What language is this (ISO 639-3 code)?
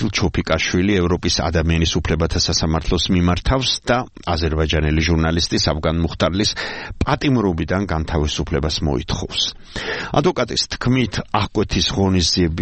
kat